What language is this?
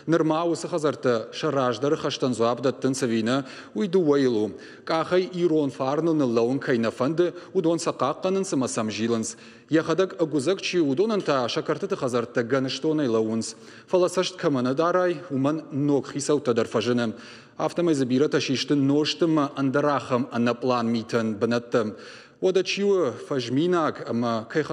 Ossetic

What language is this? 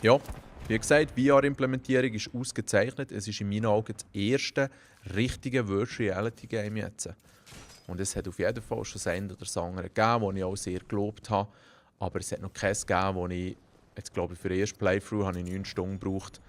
Swiss German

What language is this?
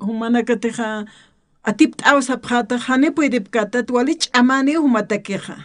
Aymara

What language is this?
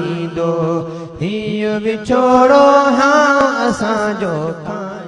Sindhi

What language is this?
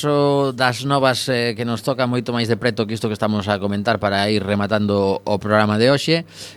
Galician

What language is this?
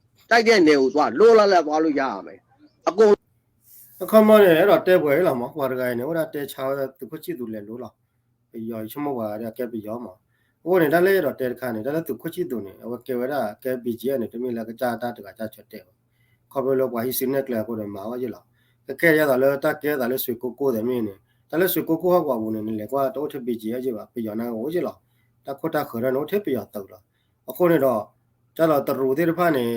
S'gaw Karen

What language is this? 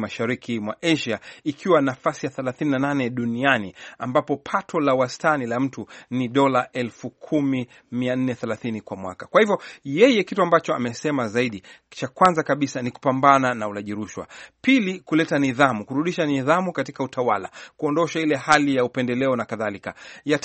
Swahili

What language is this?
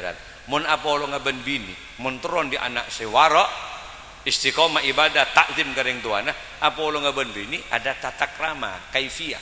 Madurese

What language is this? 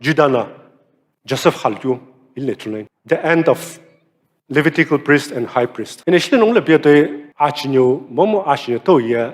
Sumi Naga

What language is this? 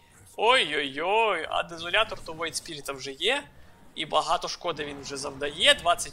Ukrainian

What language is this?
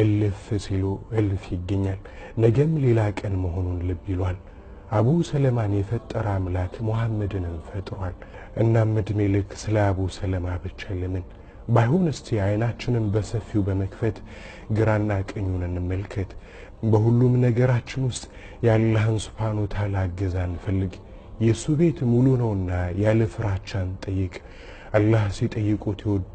Amharic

